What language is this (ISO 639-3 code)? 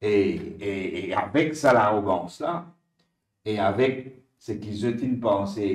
mfe